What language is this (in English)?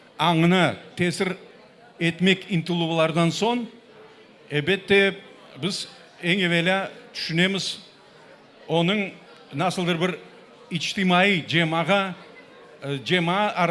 Crimean Tatar